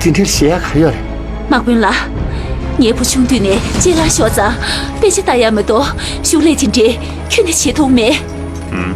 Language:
Tibetan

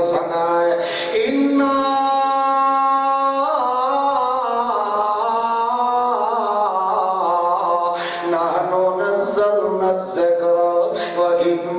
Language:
Urdu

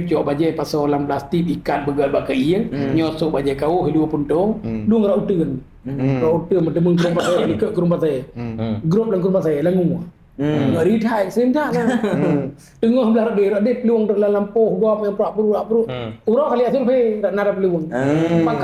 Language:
Achinese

